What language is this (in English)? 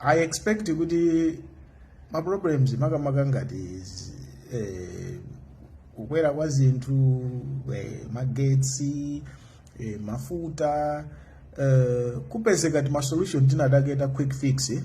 Nyanja